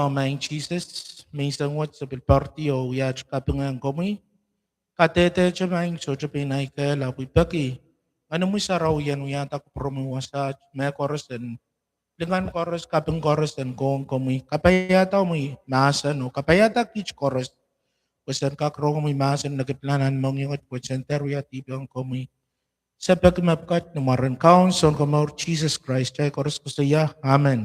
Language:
Pohnpeian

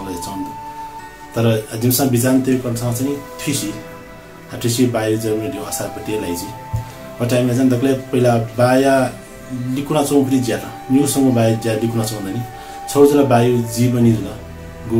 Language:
Newari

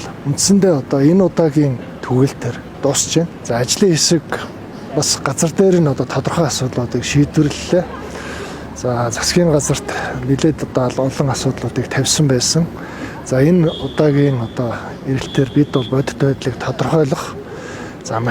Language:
Mongolian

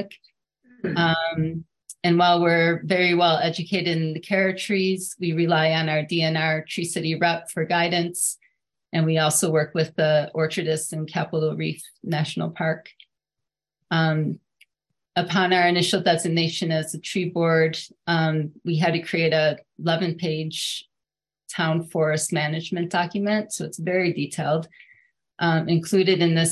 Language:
English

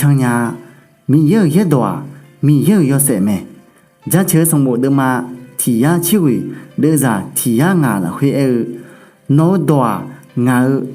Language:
Akha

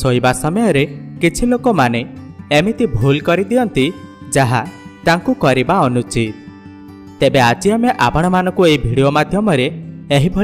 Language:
Odia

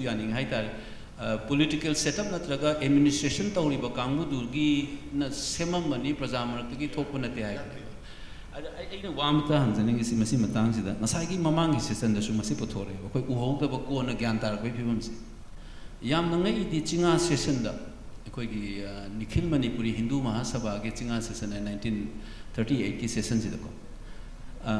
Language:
Manipuri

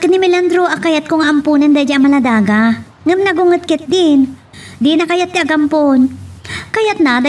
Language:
Iloko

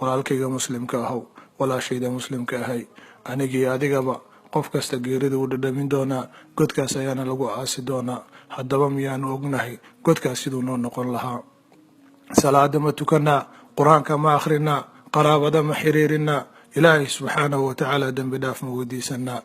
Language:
Somali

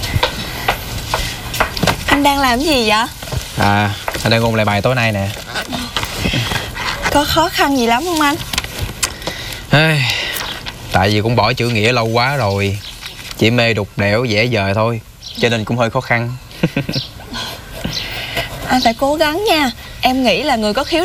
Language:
Vietnamese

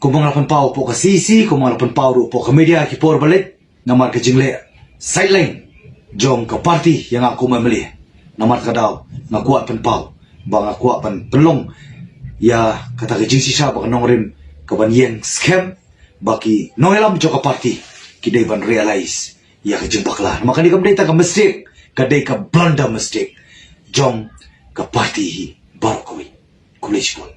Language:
Khasi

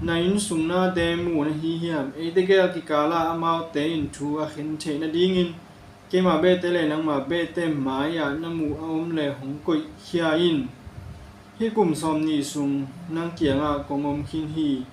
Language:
Tedim Chin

